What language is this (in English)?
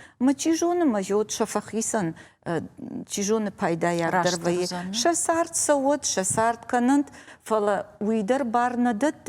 Ossetic